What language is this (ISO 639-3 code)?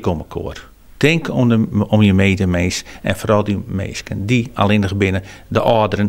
fry